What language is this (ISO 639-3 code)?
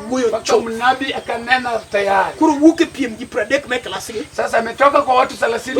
luo